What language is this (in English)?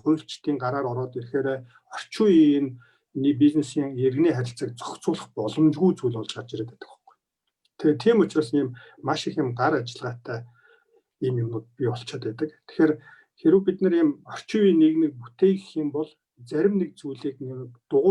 Mongolian